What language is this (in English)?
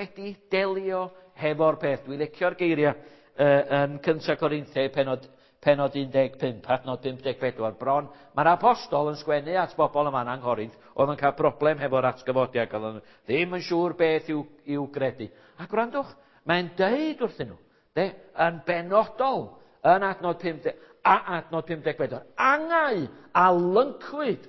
Welsh